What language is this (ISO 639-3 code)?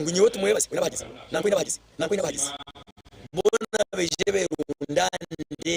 nyn